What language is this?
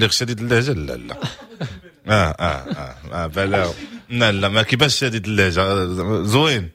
Moroccan Arabic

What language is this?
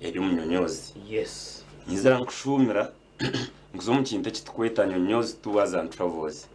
Nyankole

